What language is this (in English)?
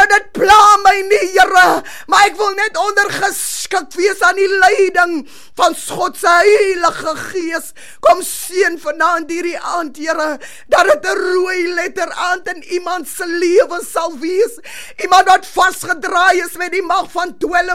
Afrikaans